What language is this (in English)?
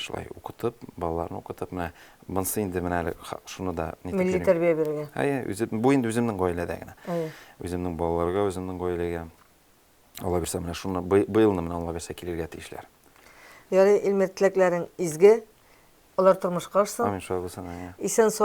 Tatar